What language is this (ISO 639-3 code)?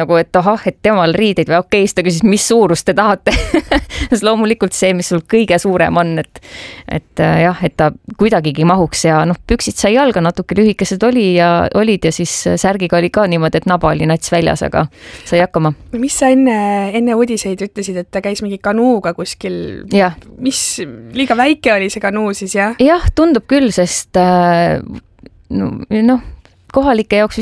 est